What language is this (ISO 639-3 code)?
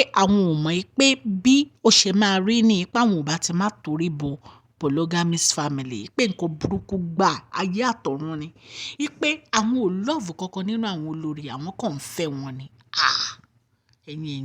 yor